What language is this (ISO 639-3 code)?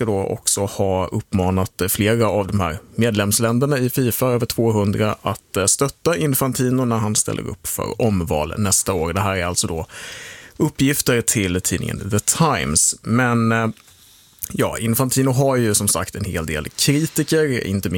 swe